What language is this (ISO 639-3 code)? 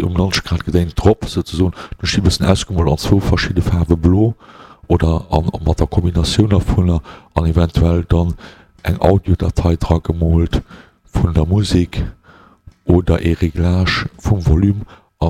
ltz